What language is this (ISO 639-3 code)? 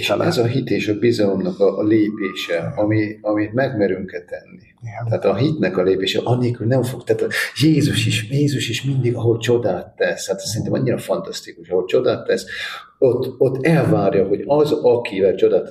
hun